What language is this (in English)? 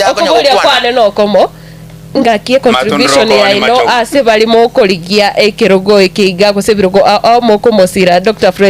Gusii